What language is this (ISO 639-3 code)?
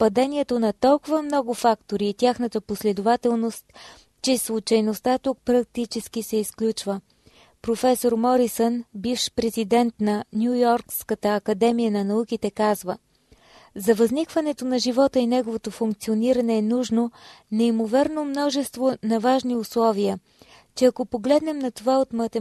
bul